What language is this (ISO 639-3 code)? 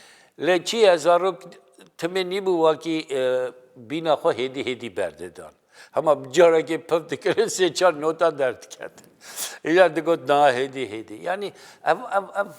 kur